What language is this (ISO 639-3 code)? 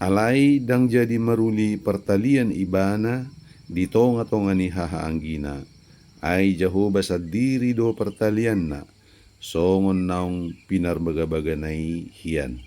bbc